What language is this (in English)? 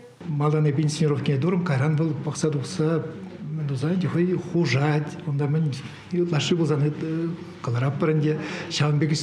Chuvash